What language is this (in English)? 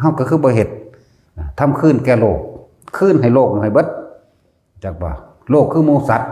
Lao